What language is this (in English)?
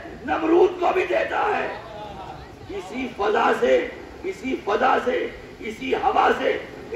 Urdu